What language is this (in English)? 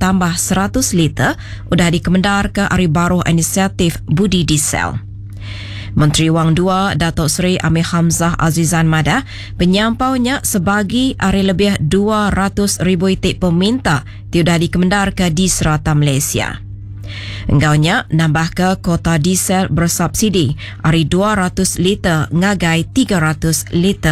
Iban